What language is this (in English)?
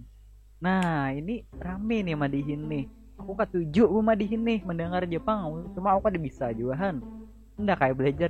Banjar